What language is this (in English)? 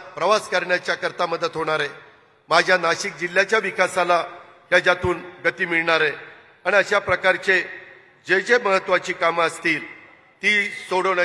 Marathi